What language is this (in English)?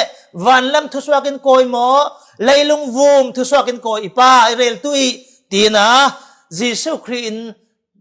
Falam Chin